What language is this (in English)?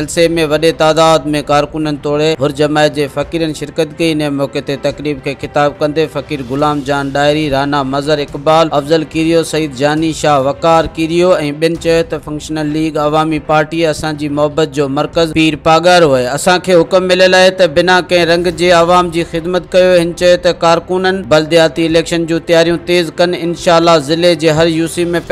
Sindhi